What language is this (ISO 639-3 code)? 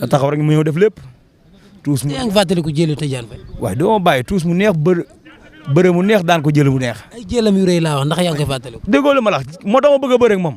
wol